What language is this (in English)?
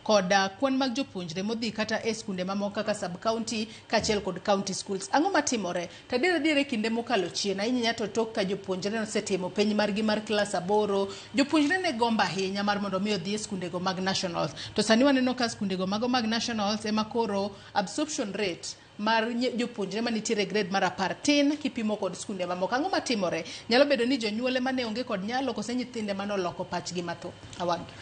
Luo (Kenya and Tanzania)